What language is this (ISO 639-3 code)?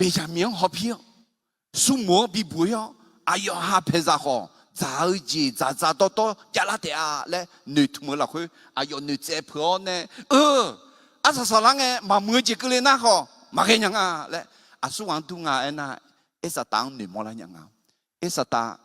ahk